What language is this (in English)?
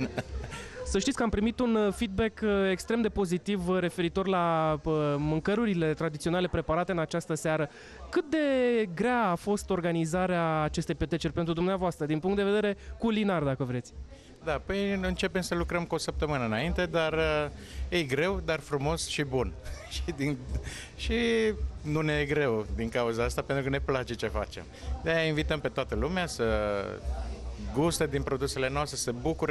Romanian